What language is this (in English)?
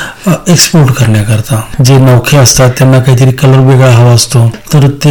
Marathi